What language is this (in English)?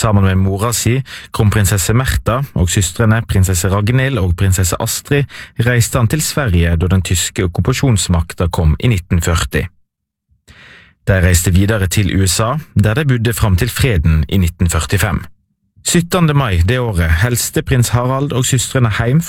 Norwegian